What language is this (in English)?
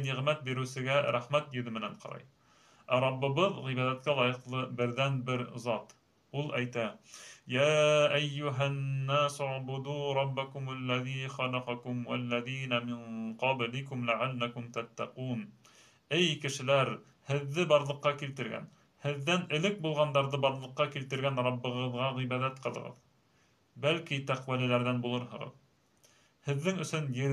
Bashkir